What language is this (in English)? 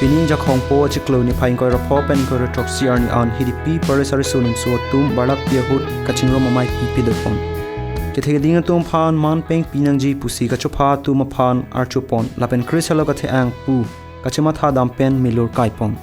Karbi